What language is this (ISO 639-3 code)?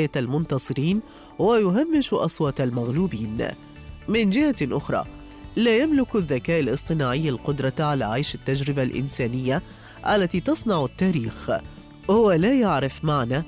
ara